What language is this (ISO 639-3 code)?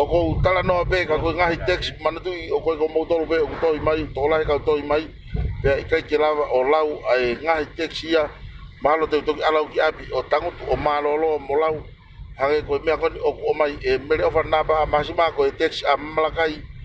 ton